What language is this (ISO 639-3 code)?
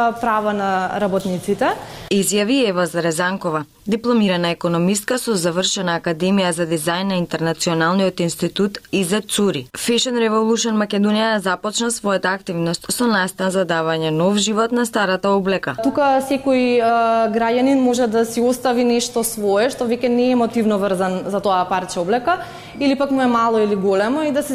mkd